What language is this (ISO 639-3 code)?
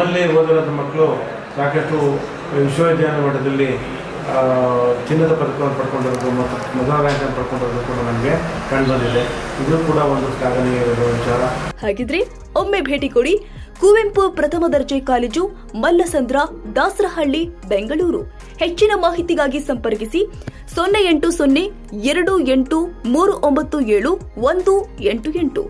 kan